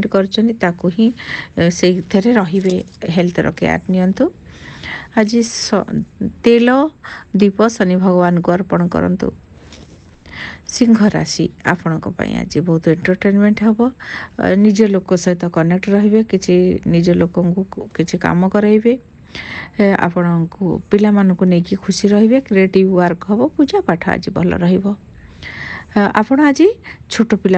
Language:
Odia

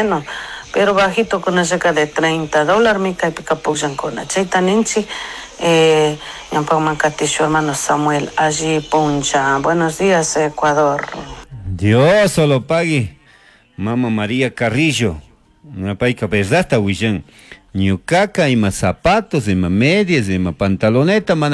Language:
Chimborazo Highland Quichua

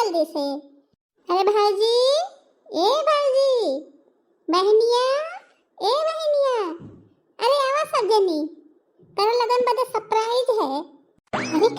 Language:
Bhojpuri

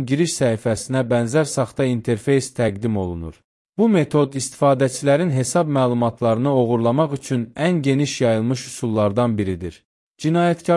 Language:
Azerbaijani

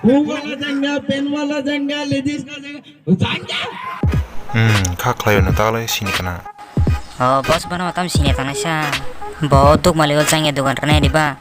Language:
Kok Borok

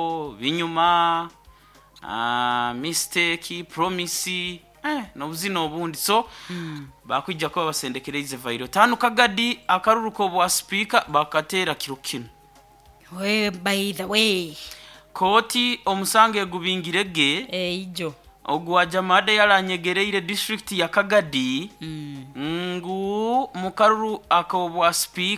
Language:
Nyoro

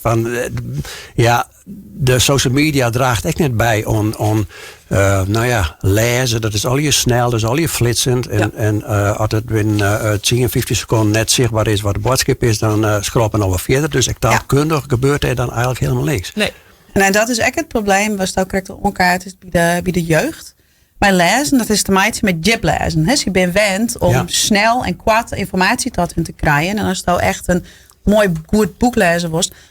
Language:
Western Frisian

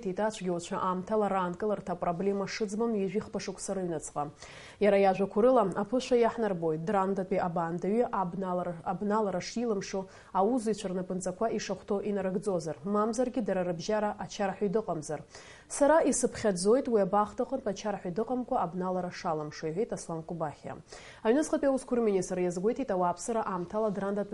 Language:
Abkhazian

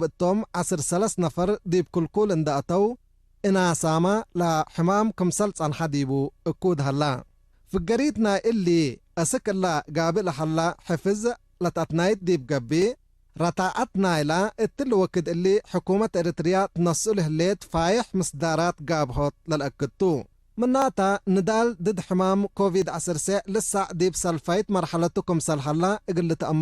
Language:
Tigre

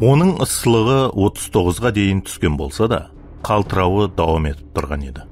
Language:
Kara-Kalpak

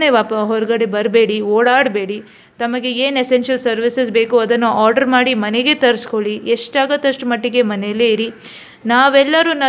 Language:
Kannada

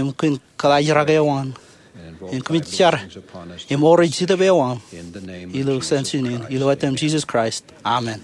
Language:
Marshallese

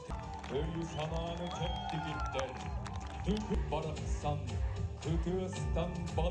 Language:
Yakut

